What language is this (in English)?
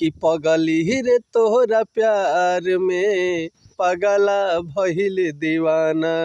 Bhojpuri